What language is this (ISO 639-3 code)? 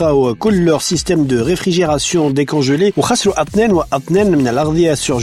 aeb